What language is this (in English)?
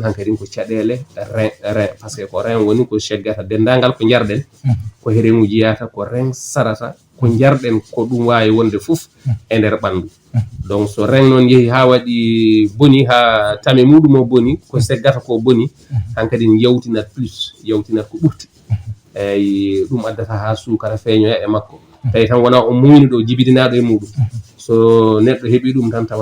Fula